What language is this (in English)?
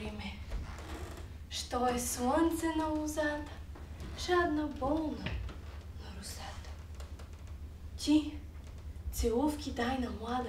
Bulgarian